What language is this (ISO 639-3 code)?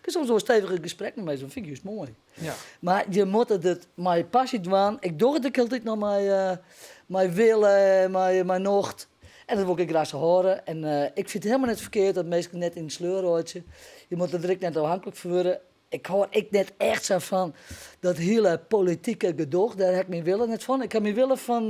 fry